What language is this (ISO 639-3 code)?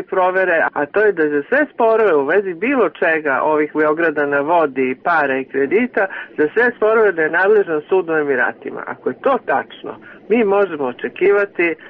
srp